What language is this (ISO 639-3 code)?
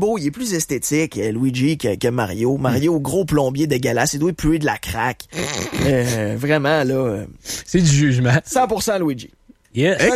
fra